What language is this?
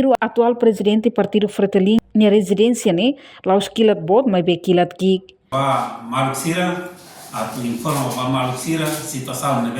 Tetum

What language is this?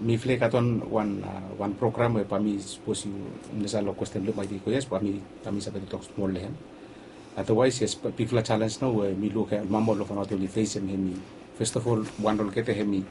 Bislama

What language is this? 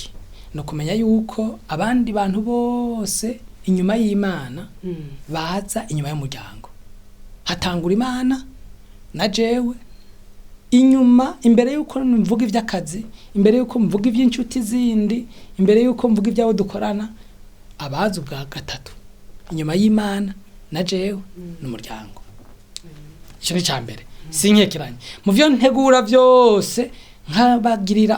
Rundi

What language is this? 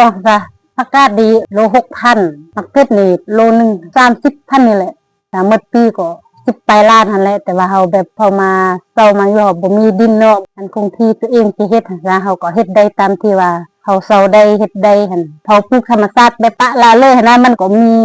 Lao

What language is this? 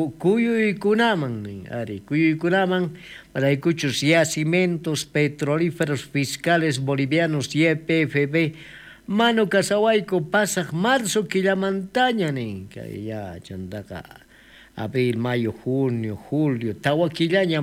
South Bolivian Quechua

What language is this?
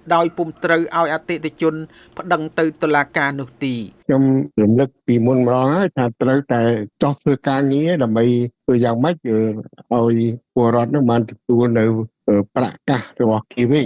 Khmer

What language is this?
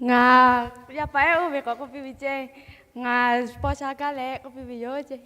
Lahu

